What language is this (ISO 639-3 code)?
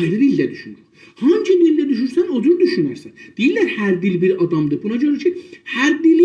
azb